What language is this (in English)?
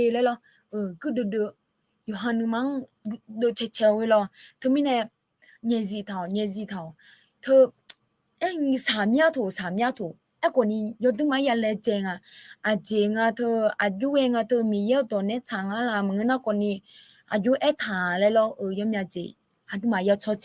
Akha